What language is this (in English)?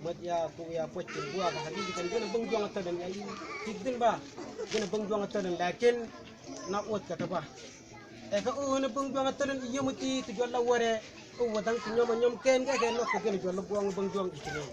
Mabaan